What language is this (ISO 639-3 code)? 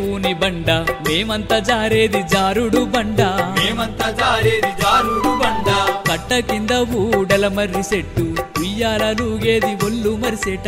tel